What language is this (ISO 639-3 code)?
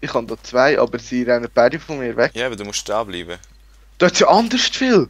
gsw